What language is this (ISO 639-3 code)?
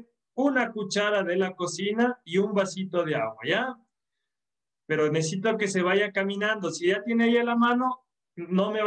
spa